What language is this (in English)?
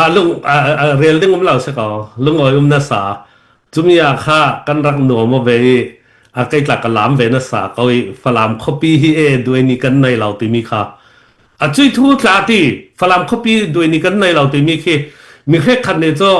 Falam Chin